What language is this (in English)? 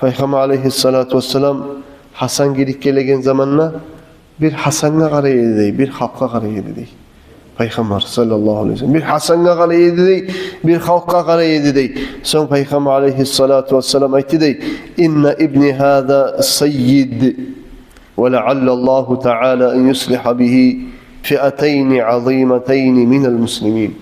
Kumyk